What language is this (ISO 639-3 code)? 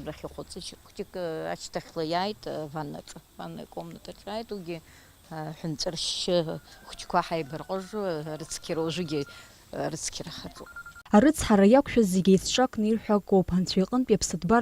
abk